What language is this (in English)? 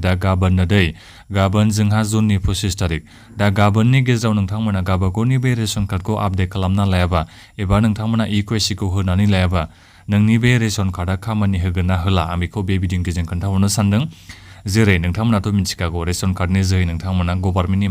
Bodo